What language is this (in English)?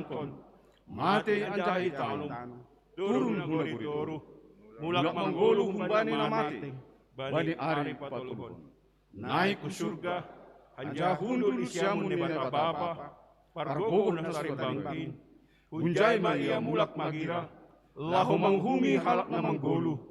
Batak Simalungun